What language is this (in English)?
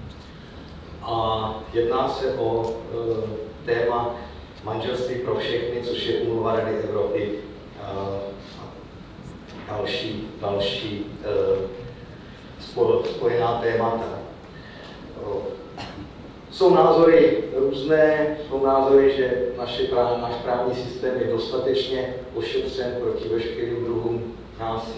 Czech